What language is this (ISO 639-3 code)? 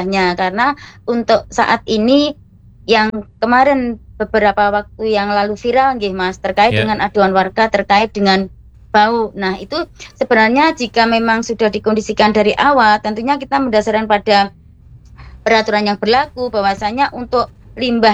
ind